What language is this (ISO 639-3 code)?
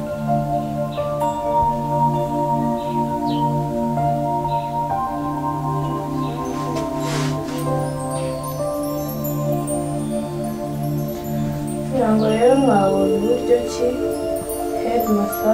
kin